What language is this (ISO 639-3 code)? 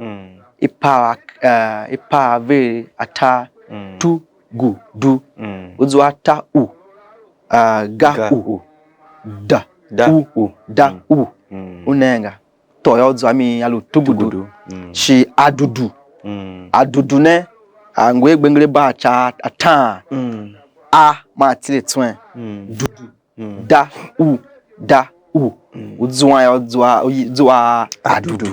tiv